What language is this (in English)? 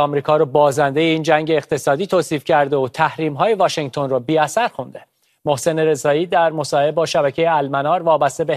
Persian